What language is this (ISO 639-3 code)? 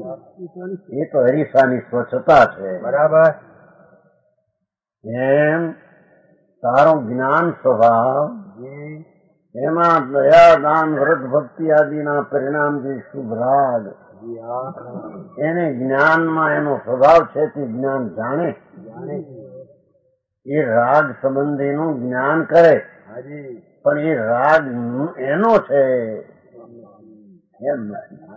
guj